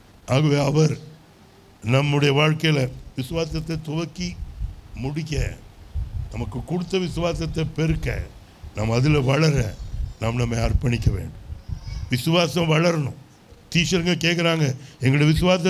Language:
Tamil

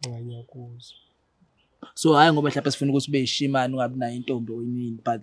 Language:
Zulu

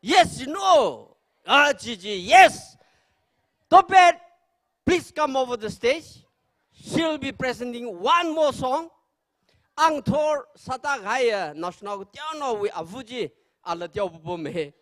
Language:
Tangkhul Naga (India)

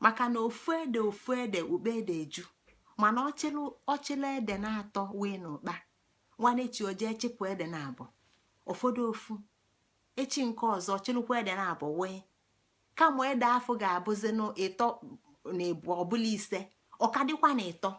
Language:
Igbo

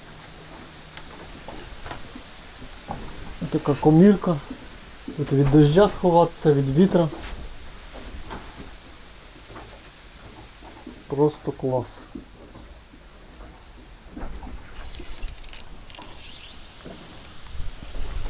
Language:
Ukrainian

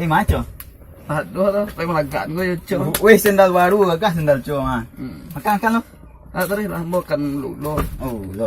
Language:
Minangkabau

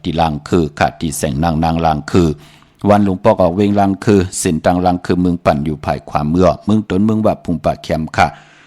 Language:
Shan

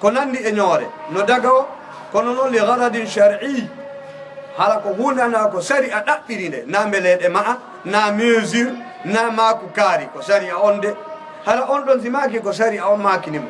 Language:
Fula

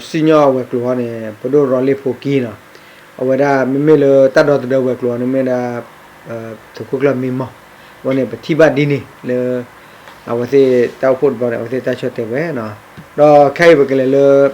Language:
S'gaw Karen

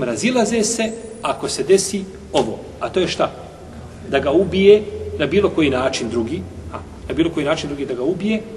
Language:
Bosnian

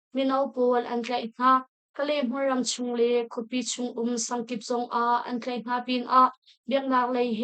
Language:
Hakha Chin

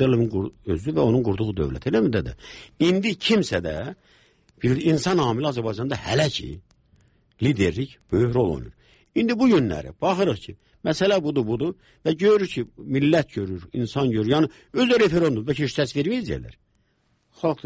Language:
Azerbaijani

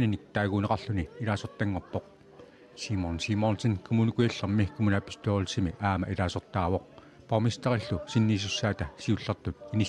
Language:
Kalaallisut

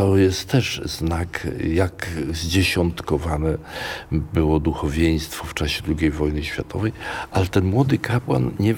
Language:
Polish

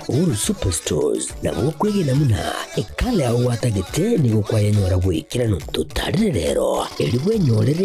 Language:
Gusii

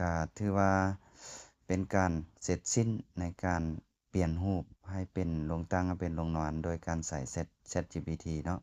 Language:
Lao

